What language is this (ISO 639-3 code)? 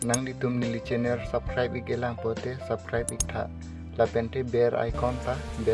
mjw